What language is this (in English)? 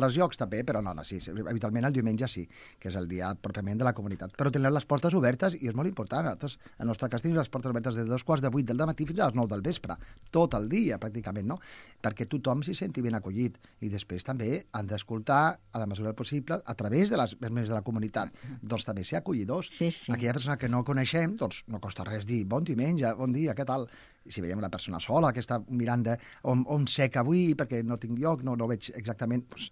Catalan